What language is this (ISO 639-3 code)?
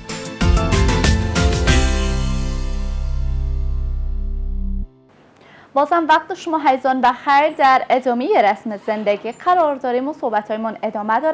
fas